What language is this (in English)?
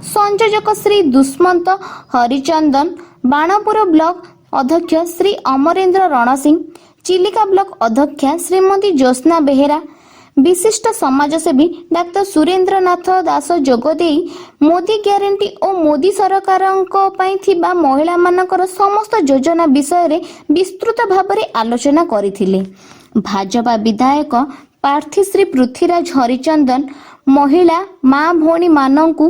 Odia